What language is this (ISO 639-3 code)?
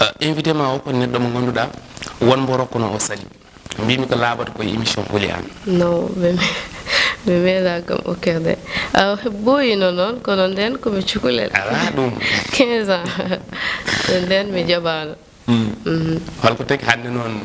ful